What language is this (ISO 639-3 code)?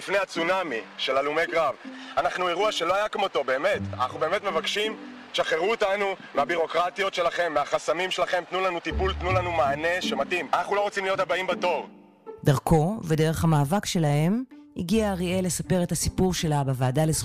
heb